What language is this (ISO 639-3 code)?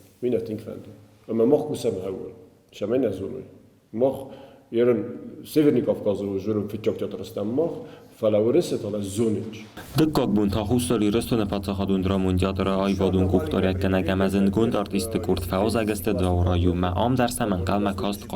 oss